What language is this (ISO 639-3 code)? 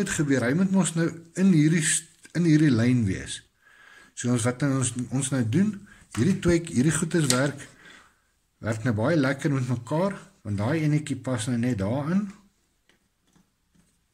afr